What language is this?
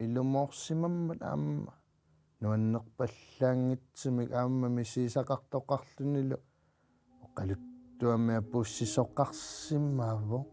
Kalaallisut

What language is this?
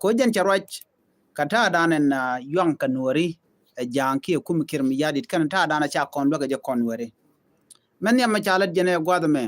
Nuer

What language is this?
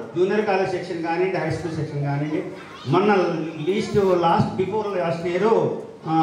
Telugu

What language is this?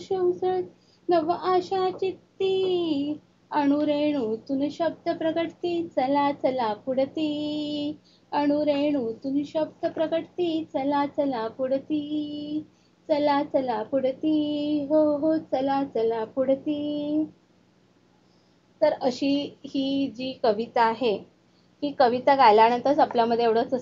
Marathi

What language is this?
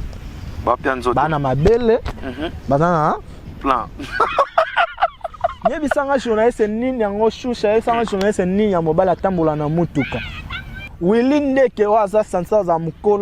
Lingala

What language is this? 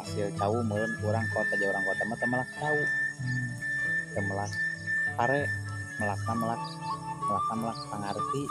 Sundanese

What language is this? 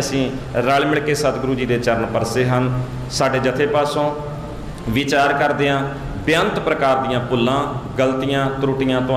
Punjabi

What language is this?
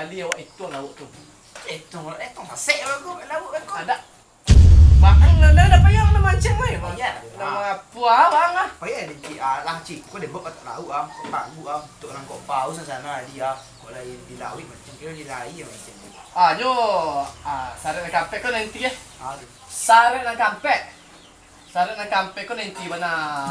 Minangkabau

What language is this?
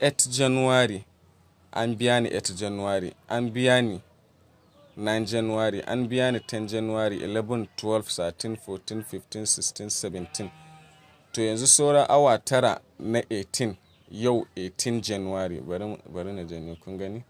Hausa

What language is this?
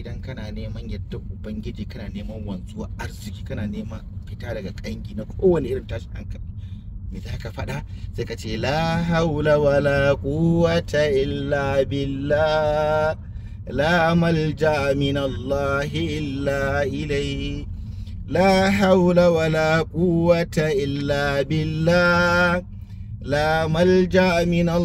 Hausa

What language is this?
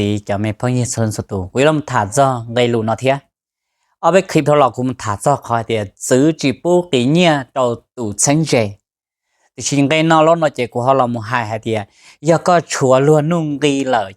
Hmong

